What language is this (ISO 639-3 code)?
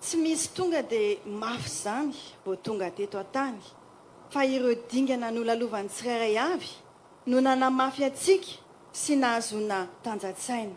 mlg